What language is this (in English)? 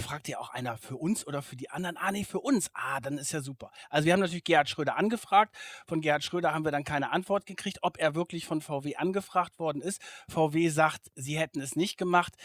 German